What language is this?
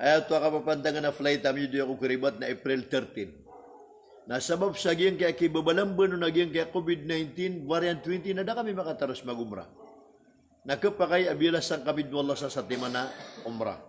Maranao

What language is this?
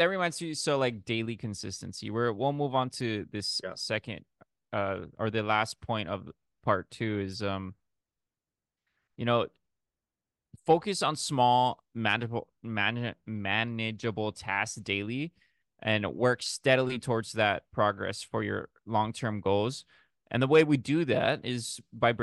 English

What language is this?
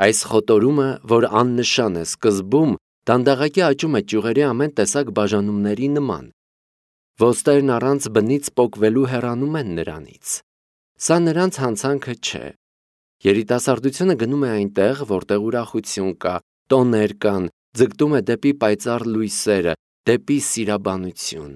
Armenian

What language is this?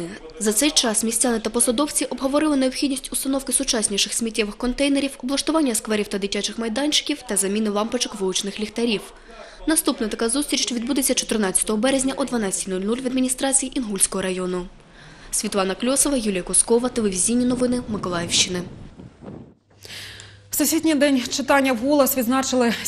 Ukrainian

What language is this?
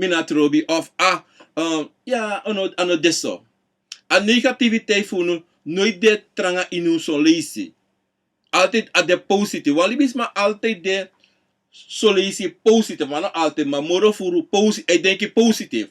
Sranan Tongo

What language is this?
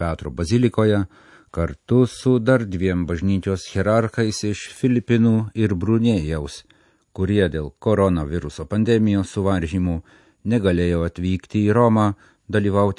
Lithuanian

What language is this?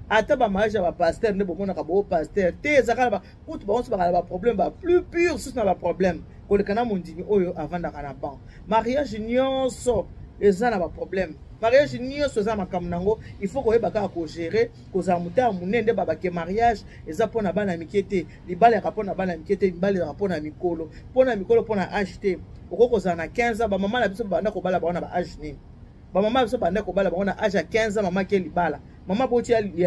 Lingala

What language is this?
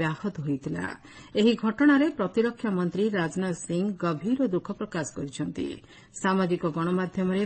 Odia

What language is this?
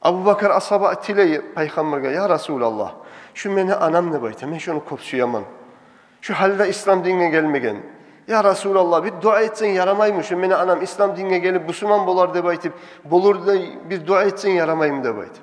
Kumyk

